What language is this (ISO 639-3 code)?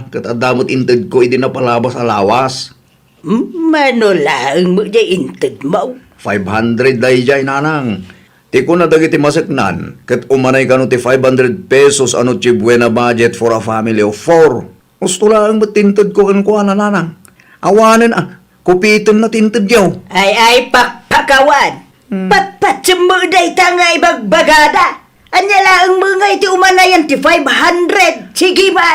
ilo